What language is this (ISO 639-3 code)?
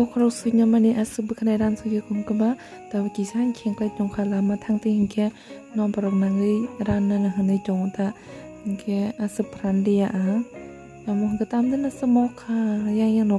trp